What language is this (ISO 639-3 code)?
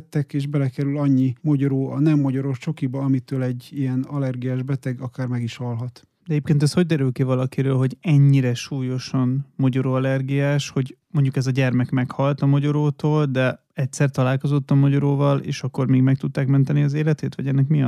hun